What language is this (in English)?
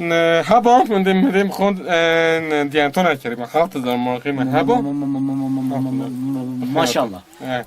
Kurdish